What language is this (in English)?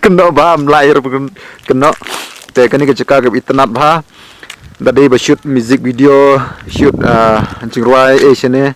Khasi